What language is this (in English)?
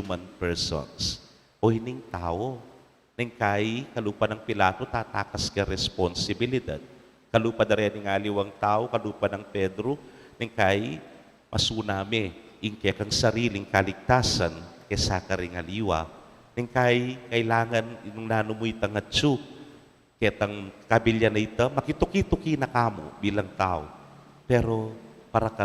Pampanga